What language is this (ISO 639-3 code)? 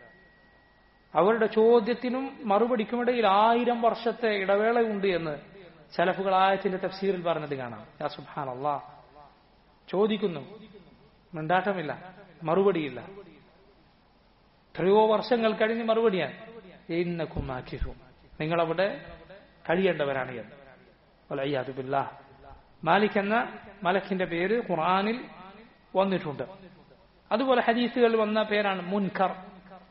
mal